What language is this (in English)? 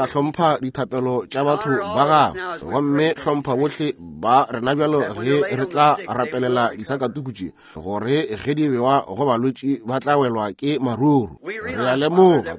Northern Sotho